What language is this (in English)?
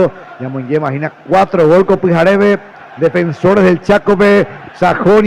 Guarani